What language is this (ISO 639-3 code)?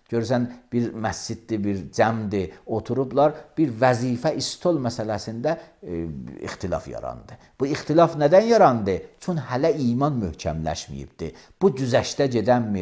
aze